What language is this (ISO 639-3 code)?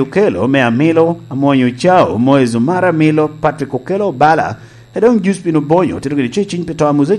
laj